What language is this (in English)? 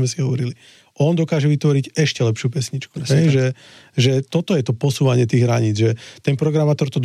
Slovak